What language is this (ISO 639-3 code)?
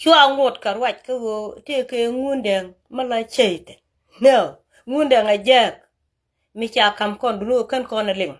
nus